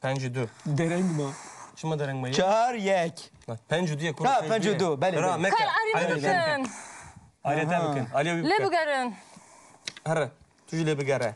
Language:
Kurdish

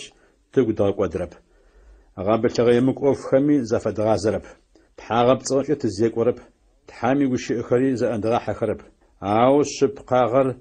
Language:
Adyghe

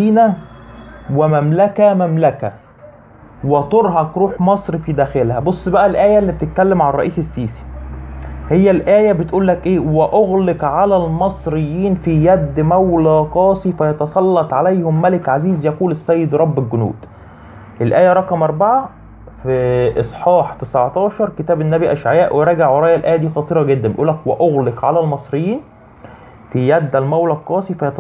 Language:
Egyptian Arabic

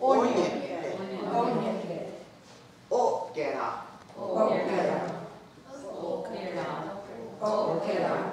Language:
Mohawk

